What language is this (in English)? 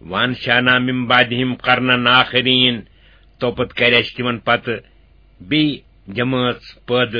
Kashmiri